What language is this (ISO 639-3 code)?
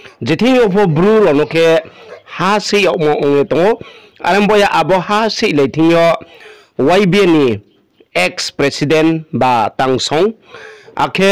ria